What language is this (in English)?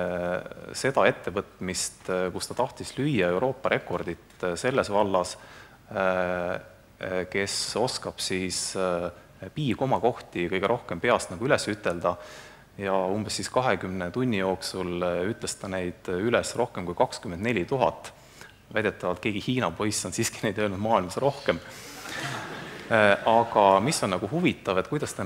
Estonian